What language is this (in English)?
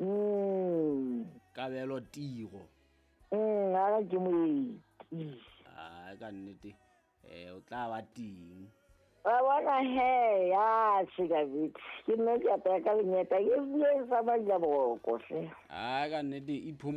Southern Sotho